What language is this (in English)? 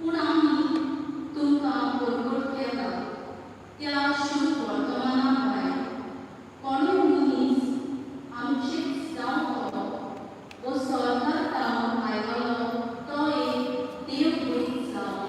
Konkani